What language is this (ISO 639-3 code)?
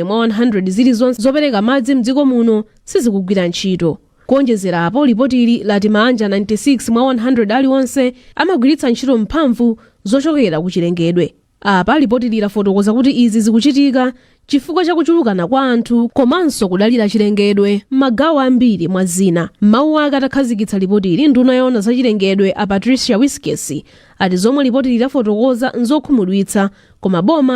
nya